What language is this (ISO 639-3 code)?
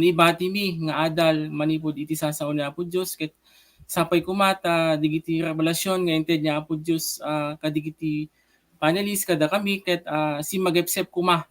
ilo